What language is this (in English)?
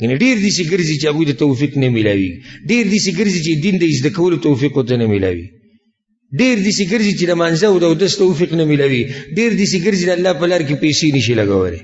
Pashto